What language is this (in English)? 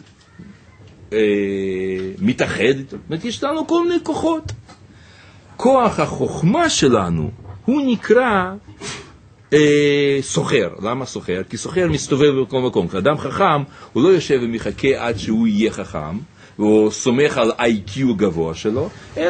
Hebrew